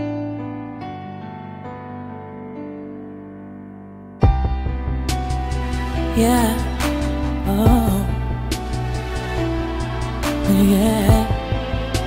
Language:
Chinese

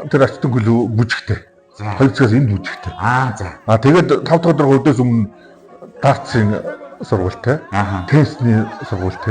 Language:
Mongolian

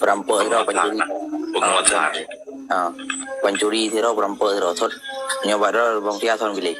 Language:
Achinese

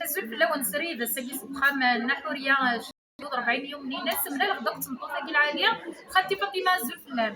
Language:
Kabyle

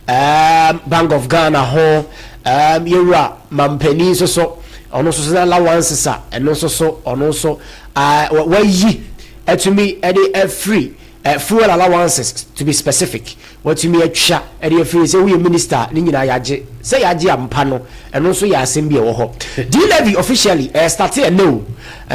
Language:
Akan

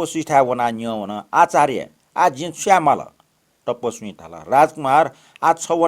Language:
Newari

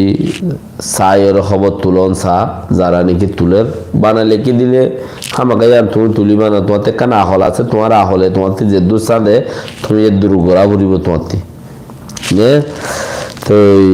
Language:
Rohingya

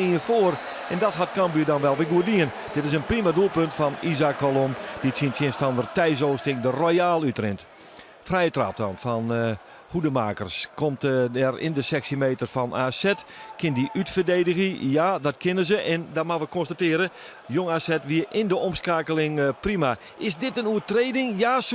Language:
Western Frisian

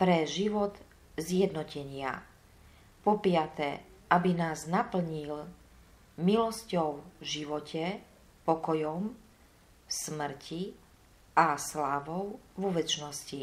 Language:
Slovak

